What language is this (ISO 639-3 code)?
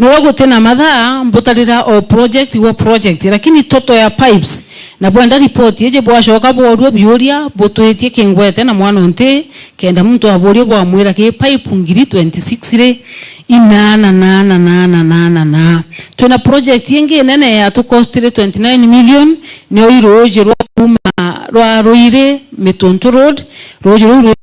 mer